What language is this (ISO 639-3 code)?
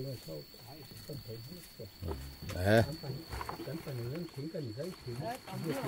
lus